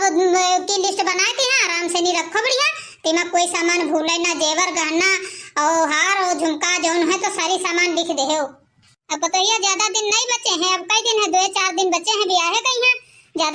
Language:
Awadhi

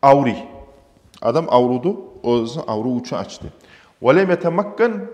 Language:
Kumyk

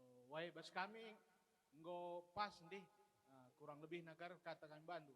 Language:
Batak Karo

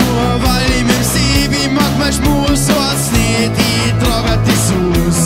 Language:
Bavarian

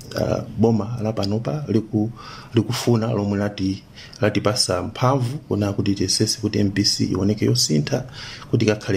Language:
Nyanja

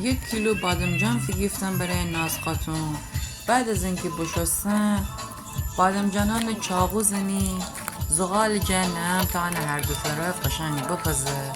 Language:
Gilaki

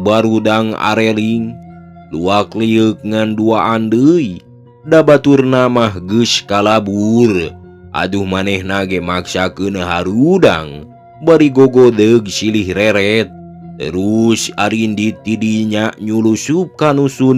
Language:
Sundanese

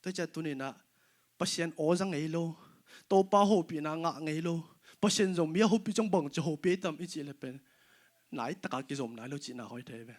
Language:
Tedim Chin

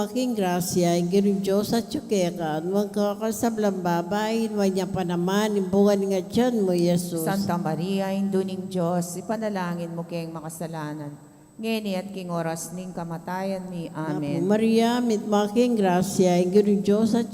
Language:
Pampanga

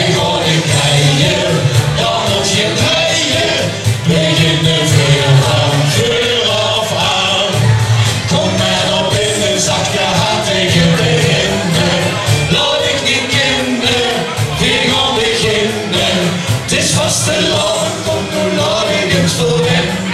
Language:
Limburgish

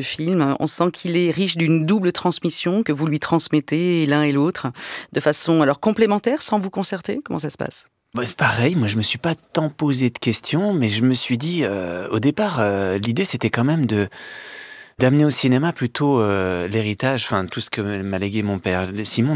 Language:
French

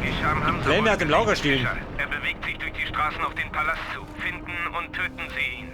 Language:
Bavarian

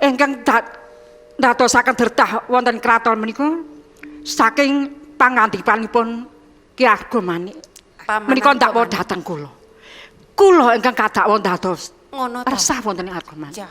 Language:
Javanese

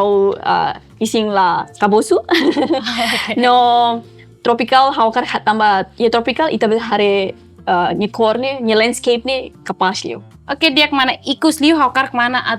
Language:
Tetum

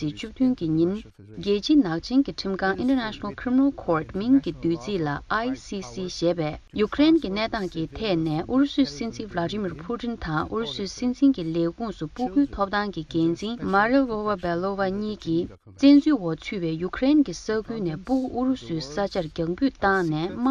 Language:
Tibetan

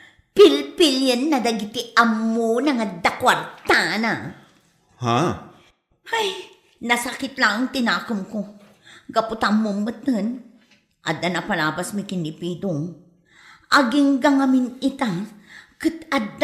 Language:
Iloko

